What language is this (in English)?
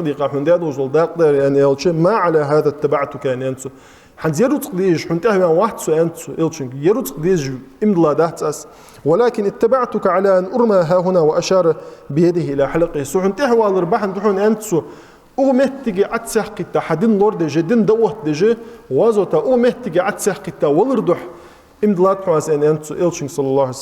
Ingush